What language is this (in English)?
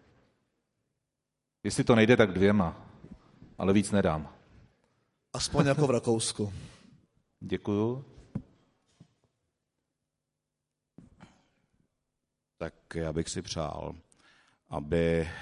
Czech